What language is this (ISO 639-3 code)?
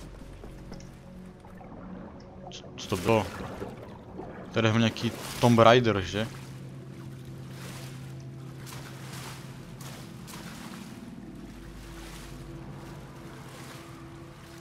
ces